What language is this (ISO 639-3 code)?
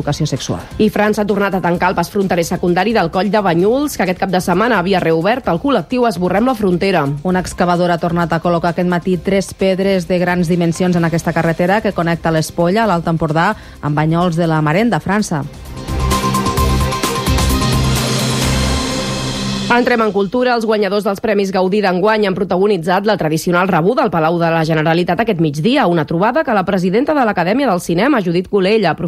cat